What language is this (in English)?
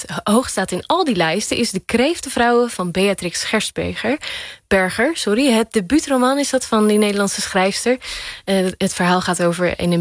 Dutch